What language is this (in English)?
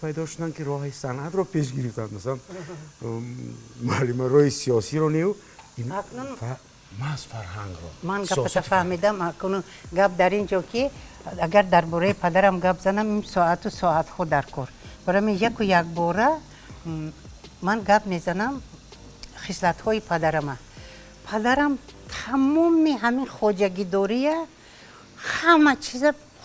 Tajik